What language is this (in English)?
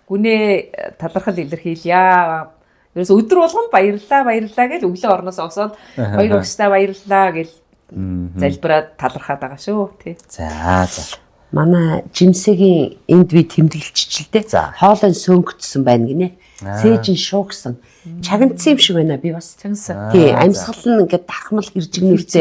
Mongolian